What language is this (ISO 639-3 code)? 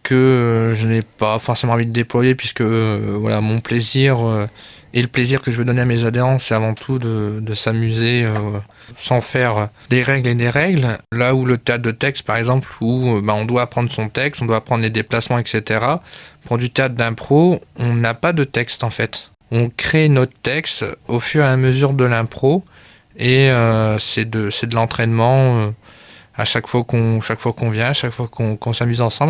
fra